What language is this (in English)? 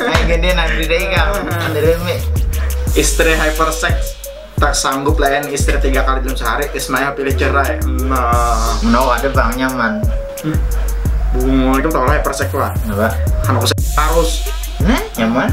Banjar